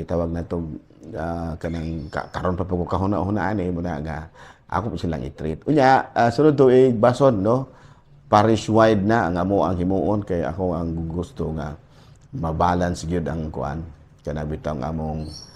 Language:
Cebuano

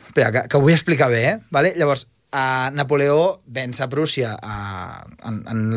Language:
Catalan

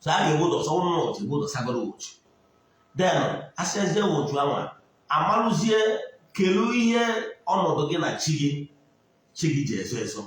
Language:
Igbo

